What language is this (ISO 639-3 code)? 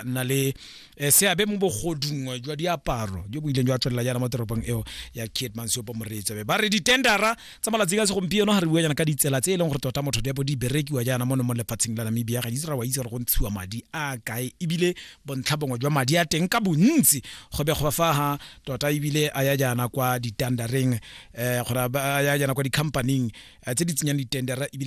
tsn